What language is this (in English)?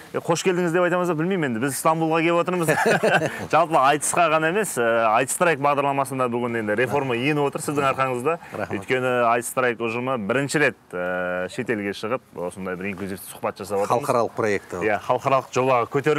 Kazakh